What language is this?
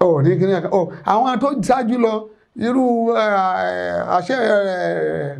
Yoruba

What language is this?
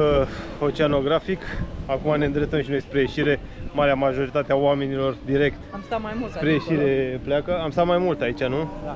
Romanian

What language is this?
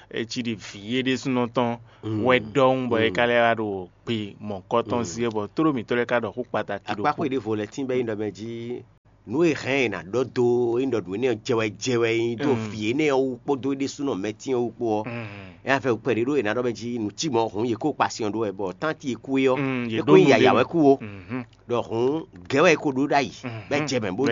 Fon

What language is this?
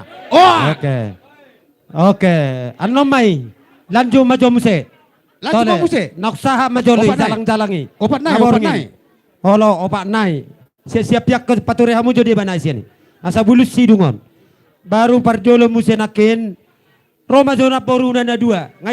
Batak Toba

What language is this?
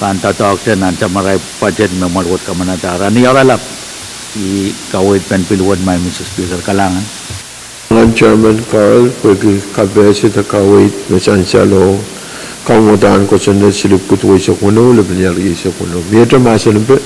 Pohnpeian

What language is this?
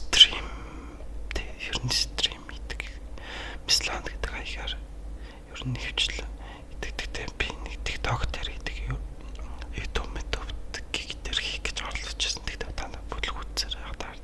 Mongolian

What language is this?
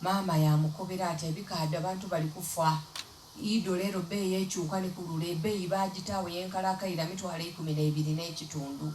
Soga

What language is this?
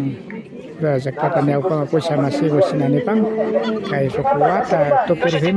Imbabura Highland Quichua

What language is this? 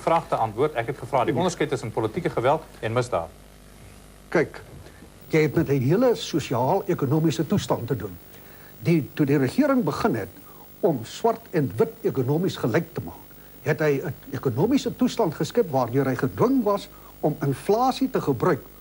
Afrikaans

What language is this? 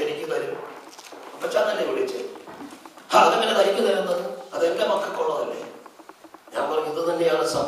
Malayalam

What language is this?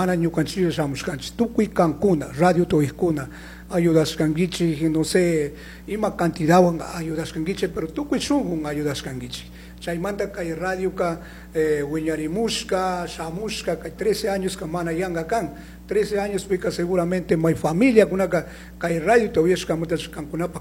Chimborazo Highland Quichua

